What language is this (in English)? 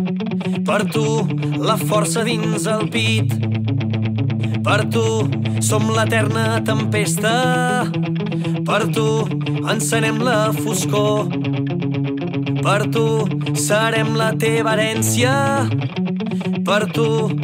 Catalan